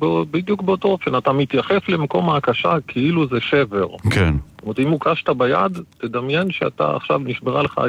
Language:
Hebrew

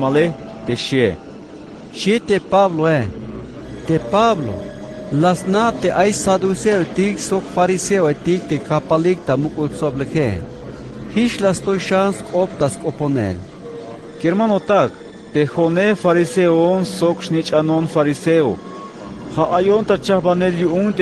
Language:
Tzeltal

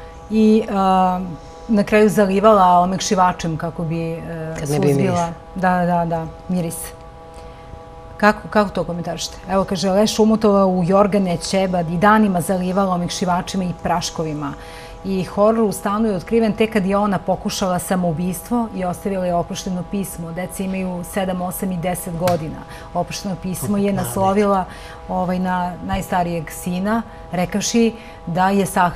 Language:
Serbian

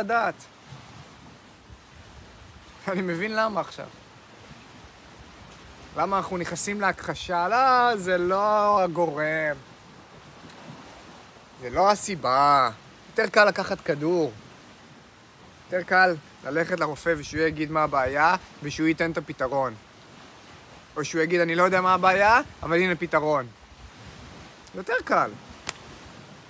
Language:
Hebrew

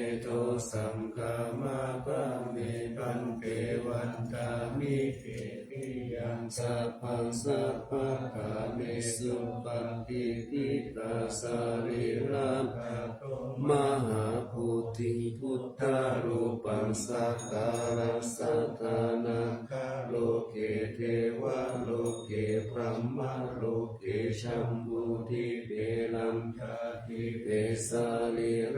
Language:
Pali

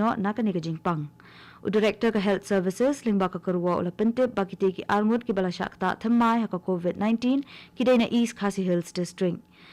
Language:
Khasi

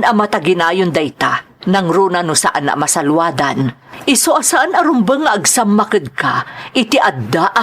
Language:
Iloko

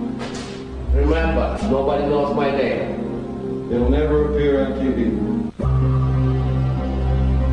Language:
French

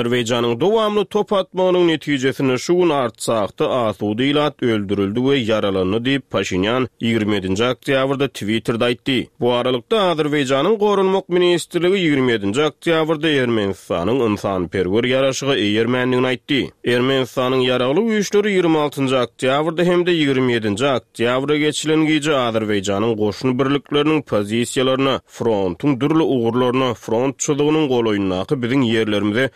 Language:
Turkmen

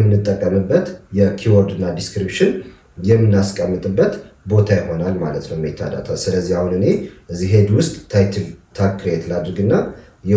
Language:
Amharic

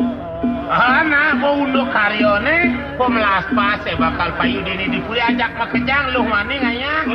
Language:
Balinese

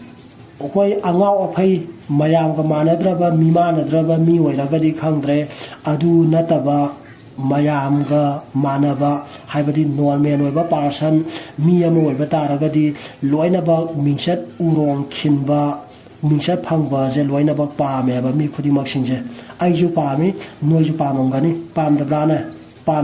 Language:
Manipuri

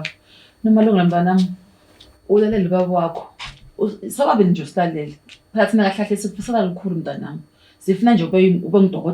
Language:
Zulu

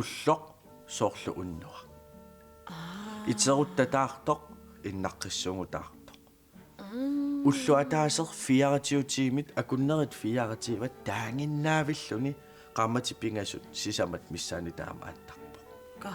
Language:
Kalaallisut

